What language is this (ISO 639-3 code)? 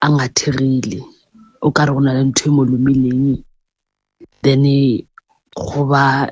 nso